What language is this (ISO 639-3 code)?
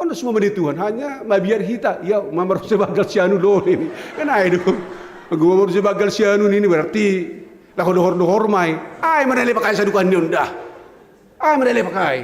bts